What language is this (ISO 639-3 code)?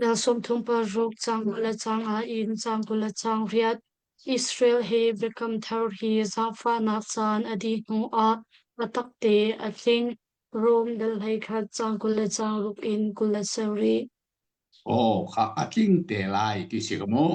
cnh